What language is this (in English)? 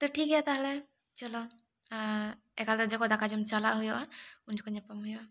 Santali